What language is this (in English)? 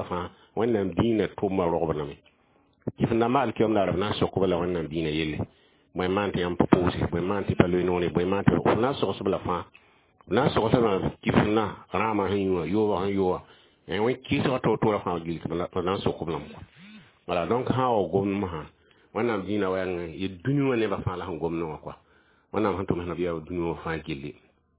Mossi